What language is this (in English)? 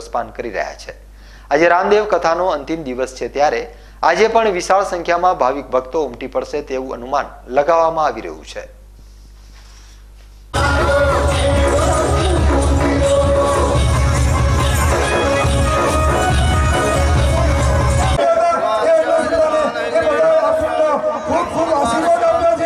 Gujarati